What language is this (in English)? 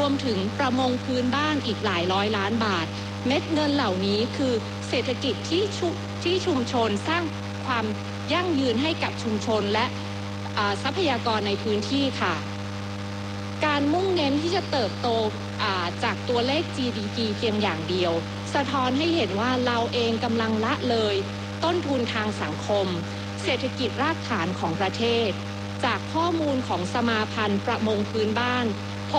Thai